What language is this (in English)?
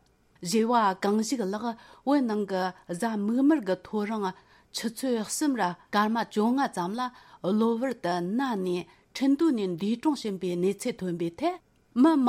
Tibetan